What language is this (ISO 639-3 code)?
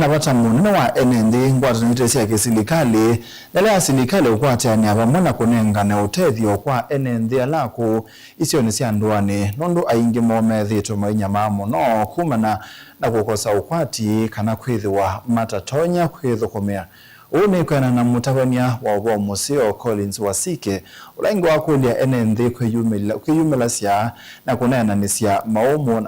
kam